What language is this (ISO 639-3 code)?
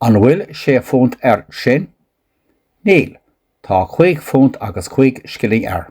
gle